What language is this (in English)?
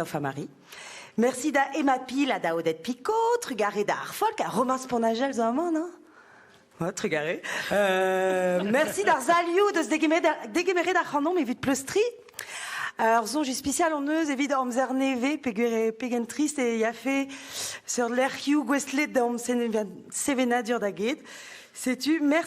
Breton